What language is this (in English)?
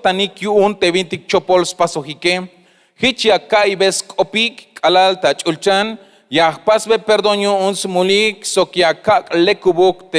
Tzeltal